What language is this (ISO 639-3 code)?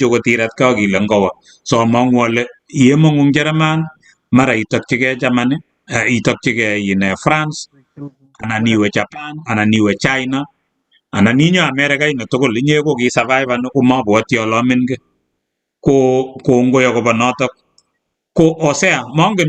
kln